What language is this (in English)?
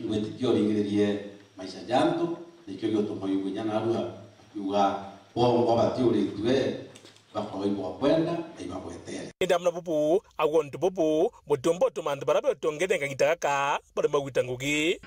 Meru